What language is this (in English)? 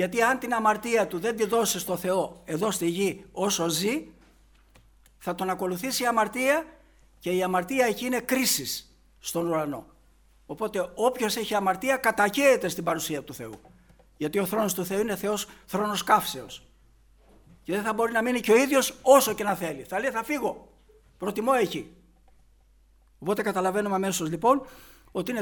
Greek